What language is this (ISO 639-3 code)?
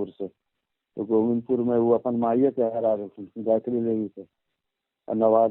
mag